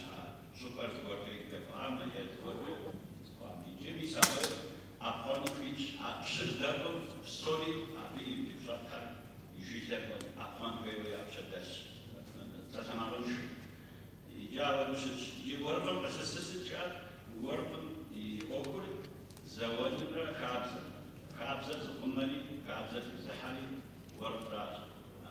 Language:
Kabardian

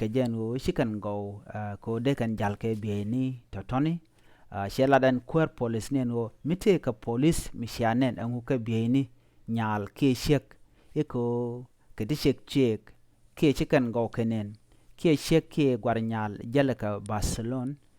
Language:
Nuer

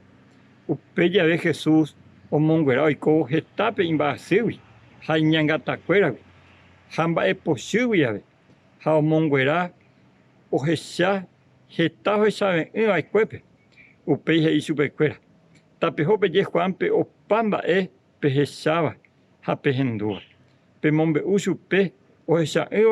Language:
Guarani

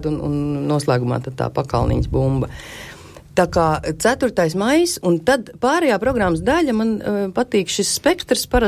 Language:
Latvian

